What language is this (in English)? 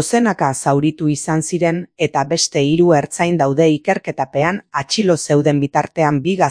Basque